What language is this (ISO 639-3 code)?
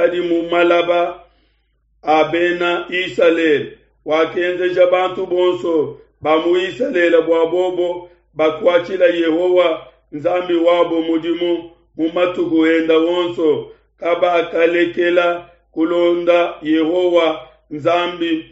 lua